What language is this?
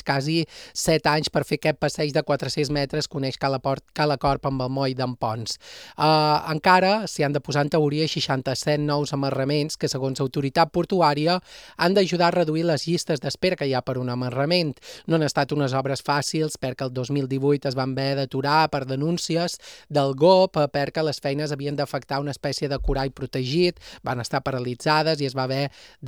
Catalan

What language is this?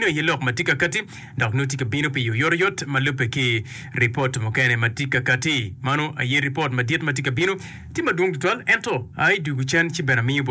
Acoli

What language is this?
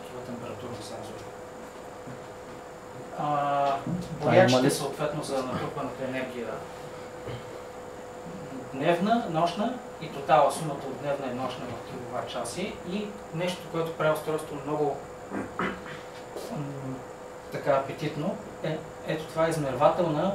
Bulgarian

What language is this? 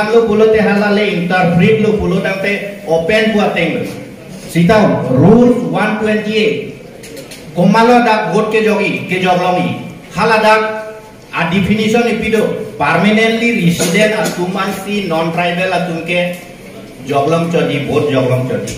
Karbi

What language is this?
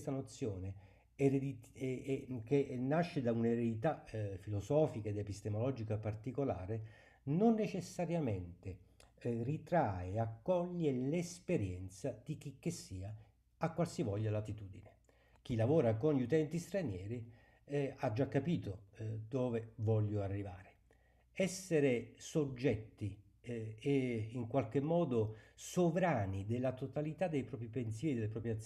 Italian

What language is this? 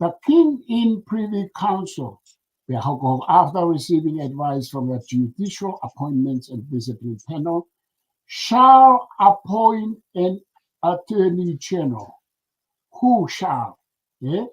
Tongan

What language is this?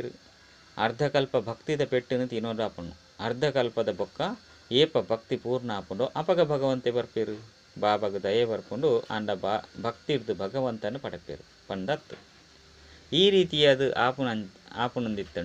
Tulu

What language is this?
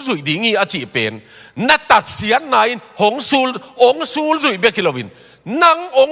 Tedim Chin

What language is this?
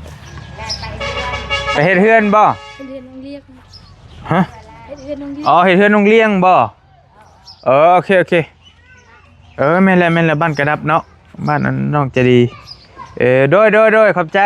Northeastern Thai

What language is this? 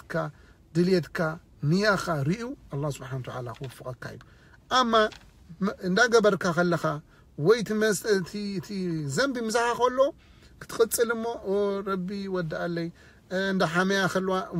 Tigrinya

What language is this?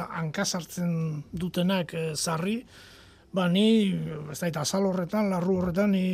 Basque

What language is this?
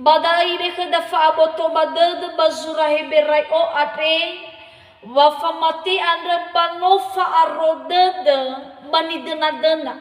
Nias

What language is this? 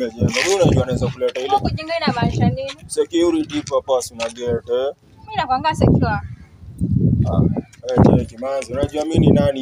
Swahili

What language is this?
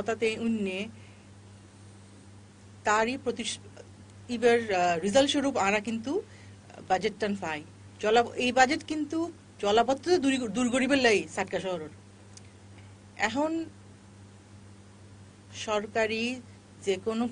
Bangla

